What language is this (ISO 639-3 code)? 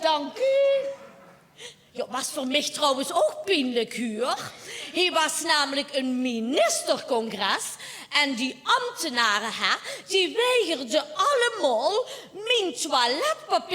lim